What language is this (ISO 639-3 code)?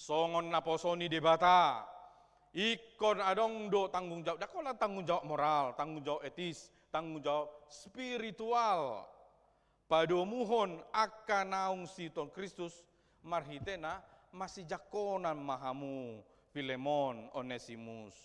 bbc